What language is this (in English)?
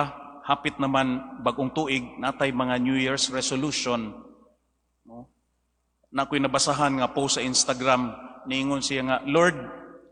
Cebuano